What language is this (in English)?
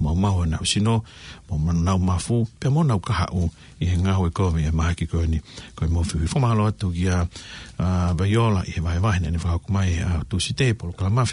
Tongan